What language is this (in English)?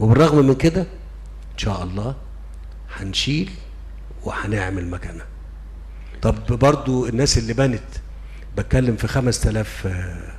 Egyptian Arabic